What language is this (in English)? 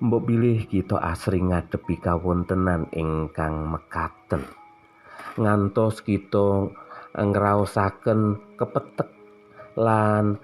Javanese